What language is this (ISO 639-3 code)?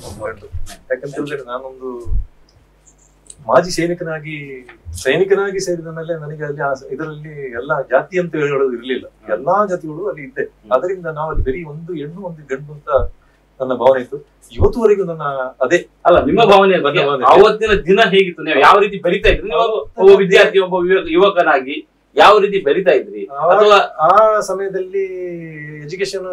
kan